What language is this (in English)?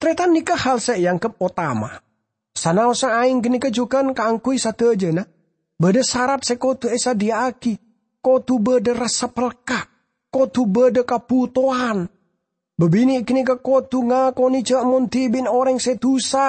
Madurese